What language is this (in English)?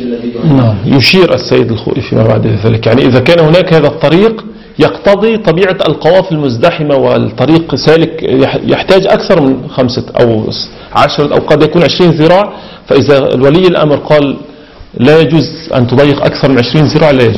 Arabic